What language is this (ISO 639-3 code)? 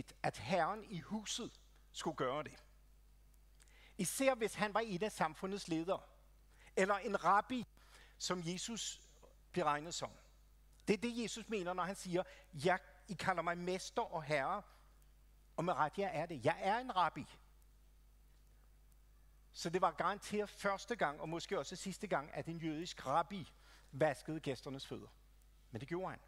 dan